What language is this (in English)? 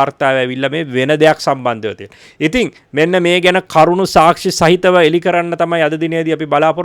Sinhala